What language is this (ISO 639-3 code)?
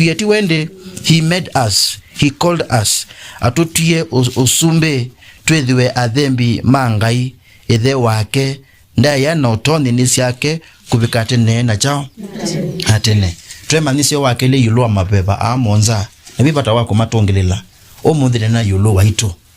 kam